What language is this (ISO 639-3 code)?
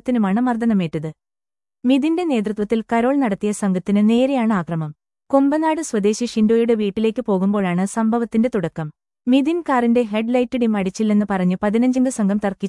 mal